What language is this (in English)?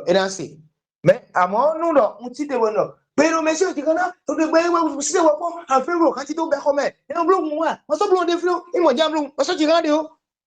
Fon